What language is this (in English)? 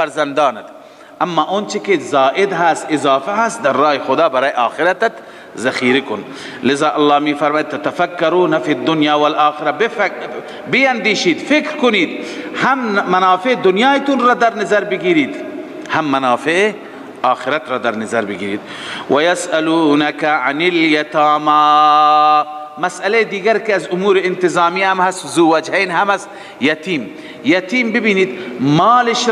Persian